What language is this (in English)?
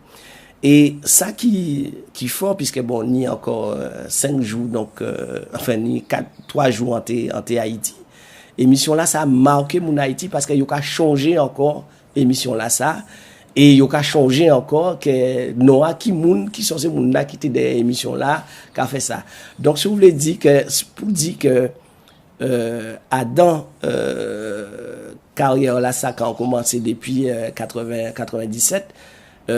Guadeloupean Creole French